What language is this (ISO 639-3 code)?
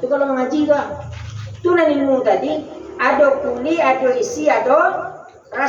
min